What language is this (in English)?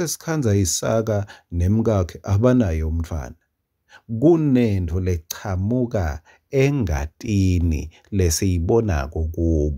Swati